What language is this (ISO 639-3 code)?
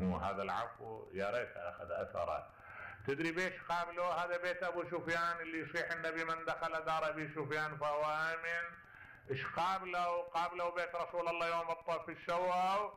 acm